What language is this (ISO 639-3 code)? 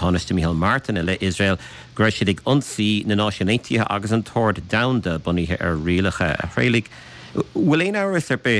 gle